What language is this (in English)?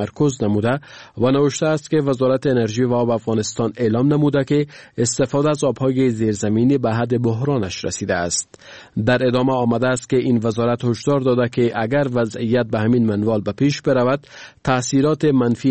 Persian